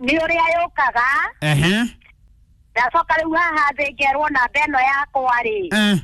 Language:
Kikuyu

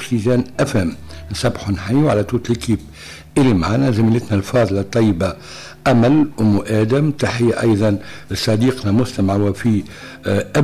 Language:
Tunisian Arabic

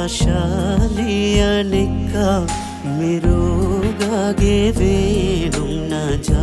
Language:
Divehi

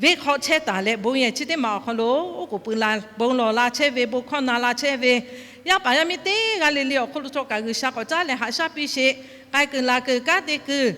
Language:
Lahu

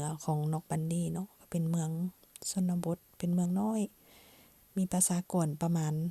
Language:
Lao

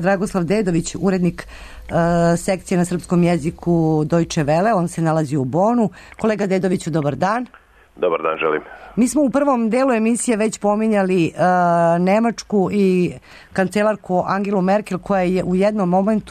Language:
Serbian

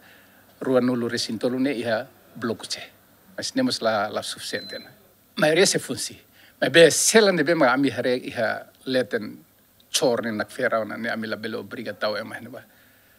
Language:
Tetum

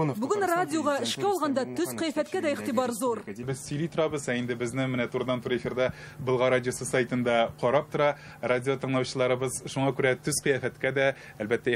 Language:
Tatar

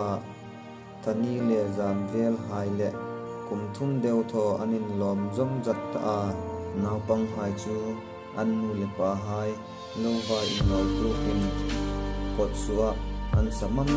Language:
Hmar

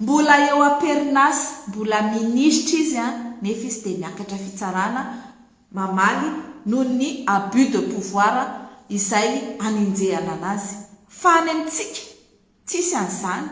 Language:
Malagasy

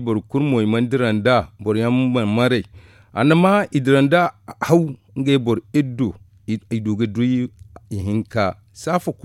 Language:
Zarma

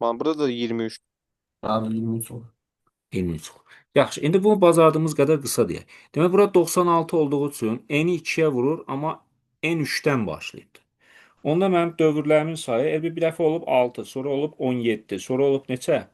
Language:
Azerbaijani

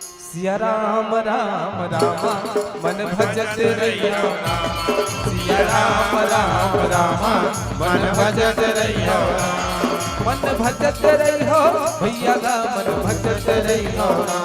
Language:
Chhattisgarhi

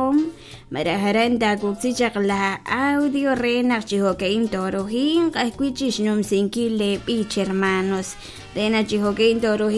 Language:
Kekchí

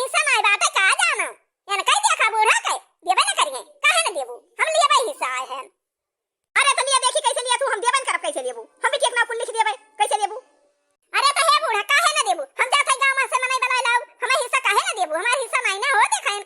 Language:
Awadhi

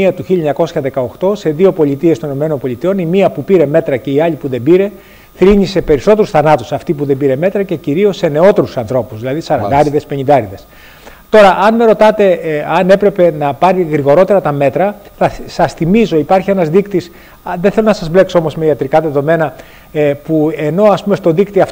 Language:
Greek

